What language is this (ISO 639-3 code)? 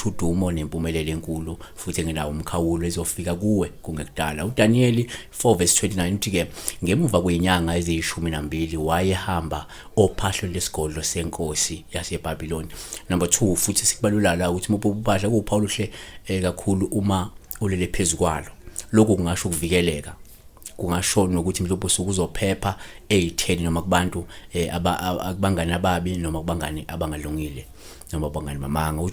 zul